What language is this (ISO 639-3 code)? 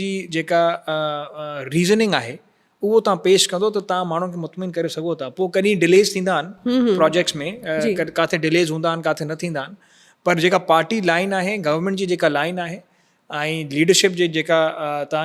snd